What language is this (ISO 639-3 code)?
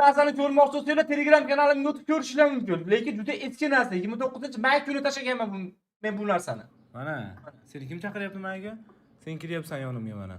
uzb